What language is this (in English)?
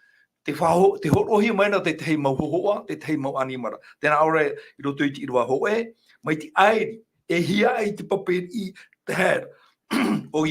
Tahitian